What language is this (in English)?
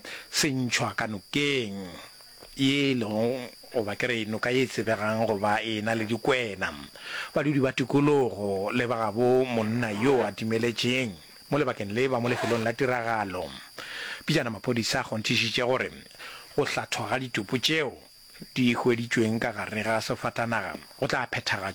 Northern Sotho